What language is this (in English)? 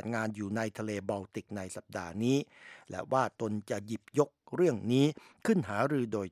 Thai